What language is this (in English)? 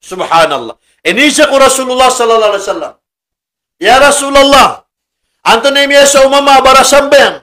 Maranao